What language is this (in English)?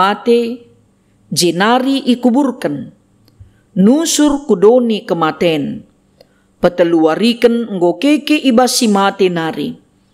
Batak Karo